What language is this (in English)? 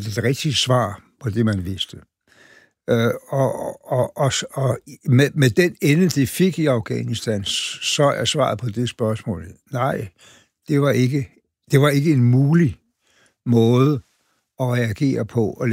Danish